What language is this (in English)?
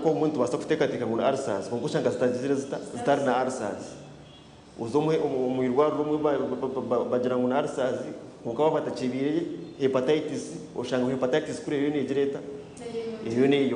Nyankole